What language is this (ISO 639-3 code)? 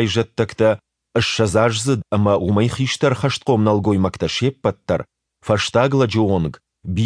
oss